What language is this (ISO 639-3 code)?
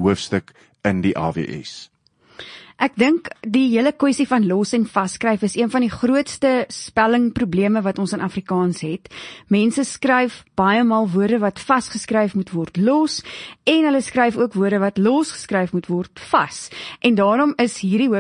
afr